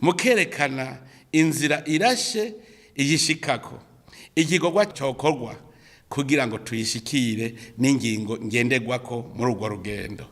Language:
Rundi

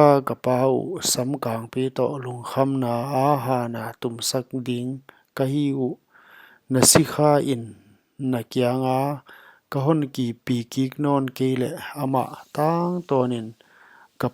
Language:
Paite Chin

